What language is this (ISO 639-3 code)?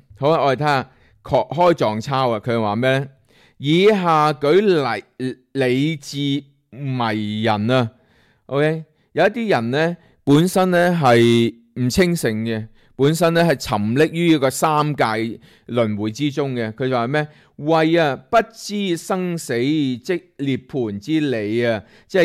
yue